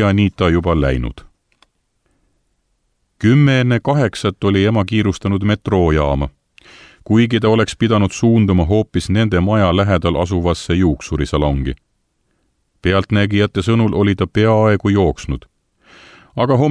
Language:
Estonian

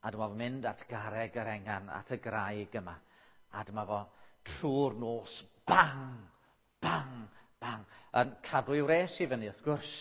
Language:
Welsh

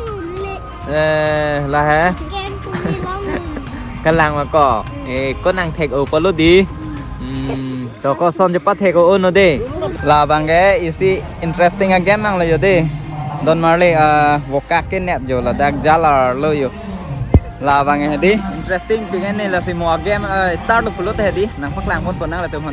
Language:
Karbi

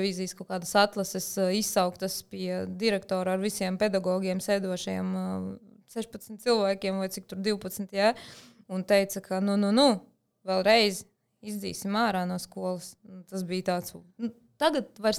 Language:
Latvian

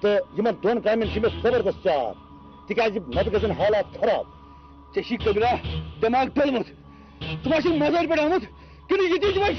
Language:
Kashmiri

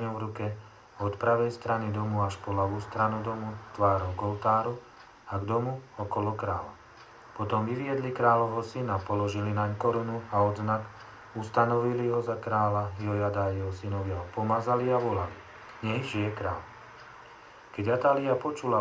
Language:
Slovak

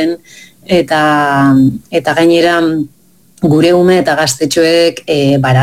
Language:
Basque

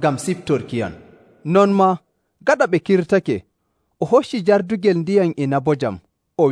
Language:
Nigerian Fulfulde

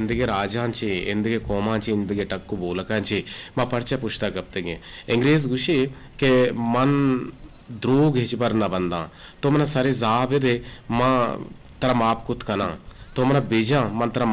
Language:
Eastern Balochi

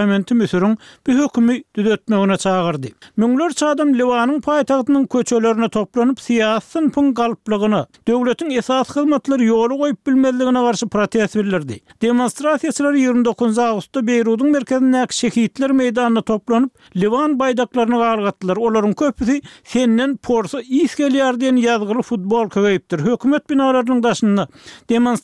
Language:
Turkmen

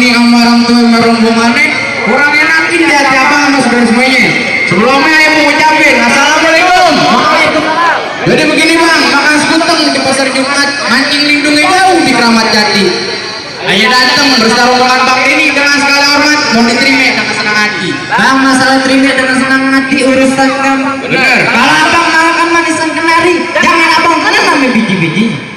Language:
Betawi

